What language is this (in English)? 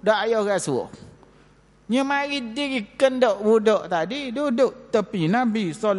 Malay